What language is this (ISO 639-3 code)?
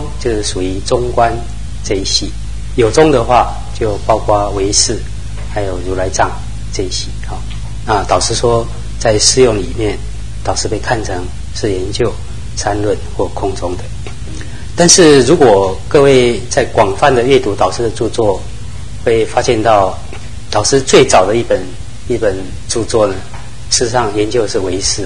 zho